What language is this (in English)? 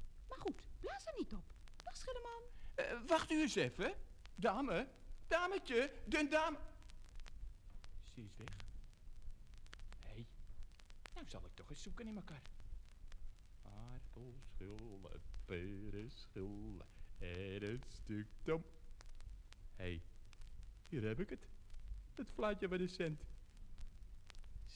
Dutch